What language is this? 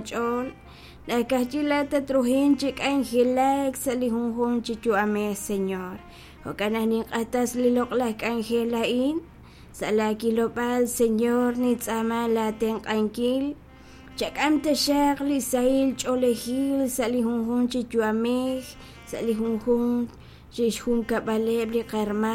Kekchí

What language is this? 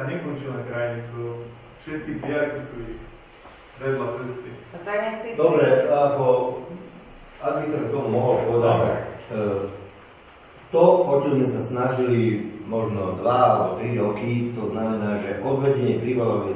Slovak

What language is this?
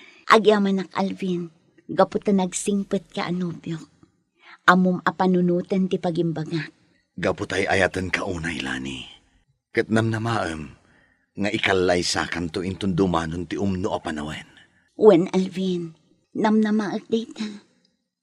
Iloko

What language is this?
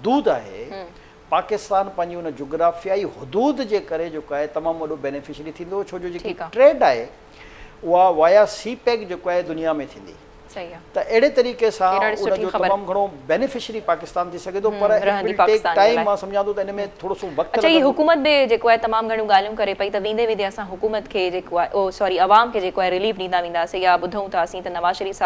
Sindhi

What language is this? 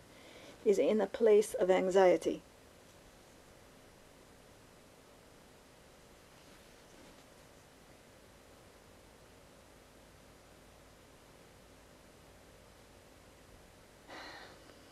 English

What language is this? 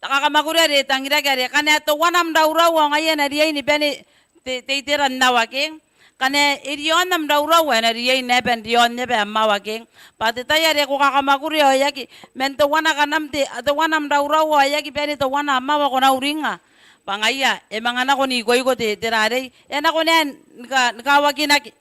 Gilbertese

